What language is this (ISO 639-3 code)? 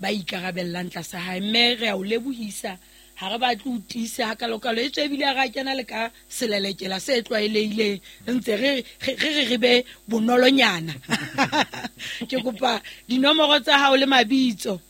sot